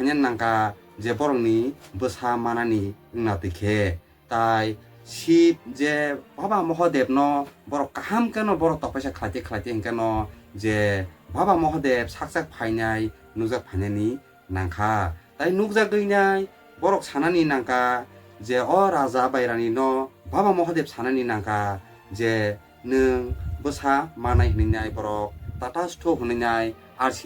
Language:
Kok Borok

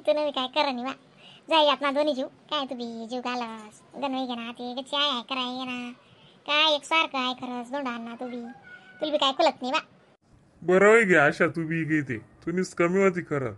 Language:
Khandesi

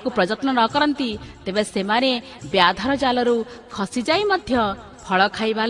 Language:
Odia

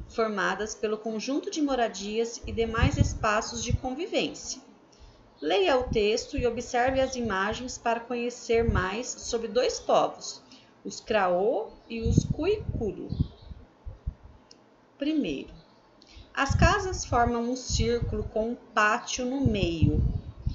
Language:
Portuguese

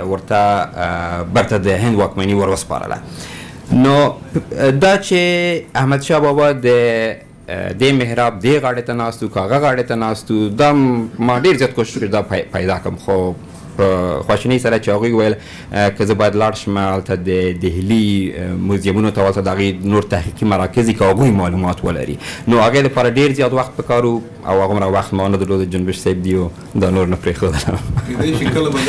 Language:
Pashto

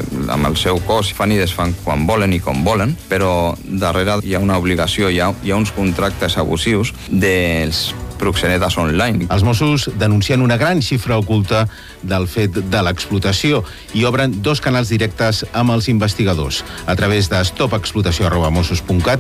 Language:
Catalan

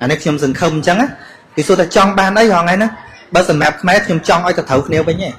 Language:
Khmer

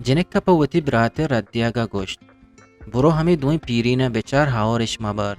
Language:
Eastern Balochi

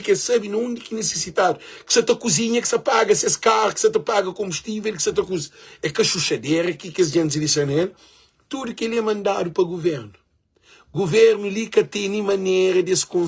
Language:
Kabuverdianu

